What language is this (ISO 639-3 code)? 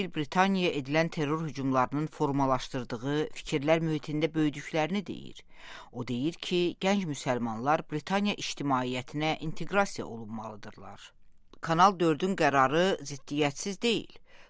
aze